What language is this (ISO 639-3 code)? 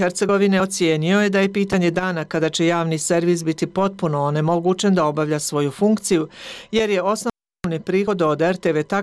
bos